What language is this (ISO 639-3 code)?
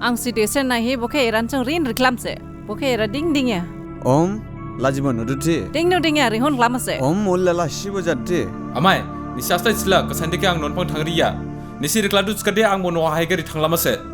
dis